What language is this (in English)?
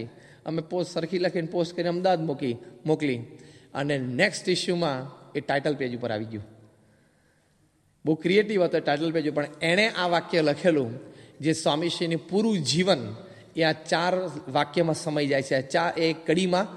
Gujarati